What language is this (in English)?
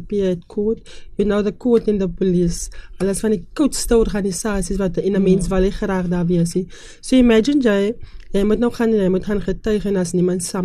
Afrikaans